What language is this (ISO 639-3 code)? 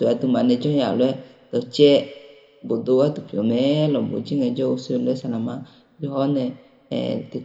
ahk